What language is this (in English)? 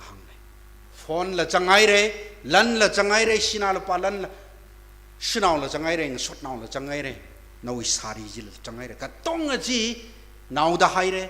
Tangkhul Naga (India)